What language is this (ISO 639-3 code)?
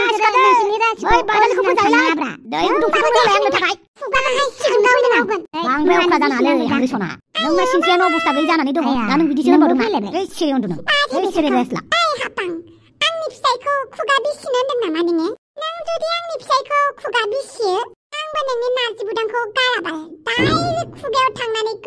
brx